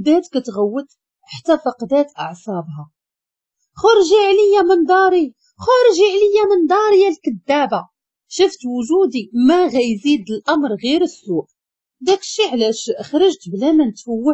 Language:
Moroccan Arabic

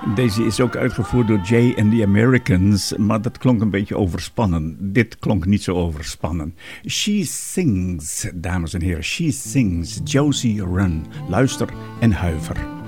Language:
Dutch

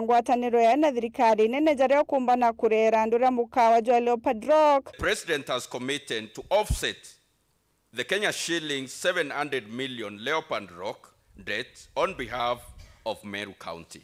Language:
Meru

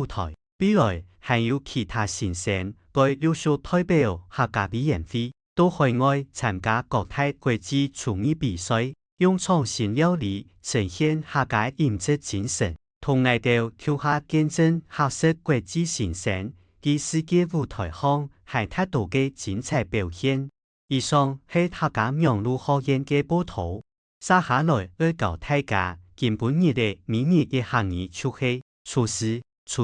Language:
Hakka Chinese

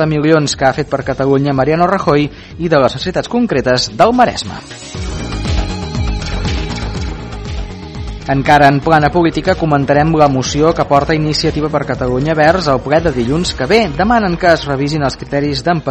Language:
Catalan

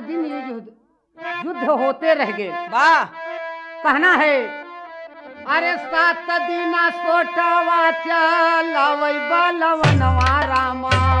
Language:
Bhojpuri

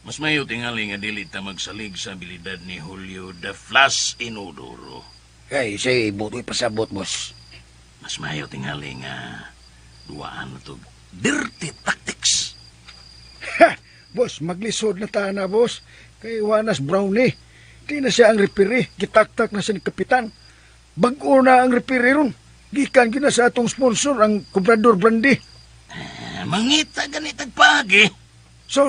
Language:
Cebuano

